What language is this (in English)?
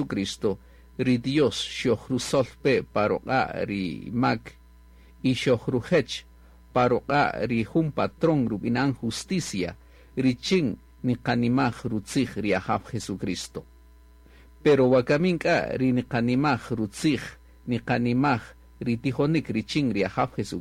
Kaqchikel